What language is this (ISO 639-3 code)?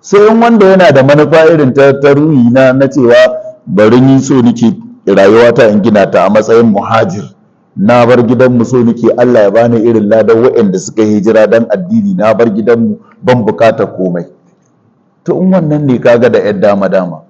hau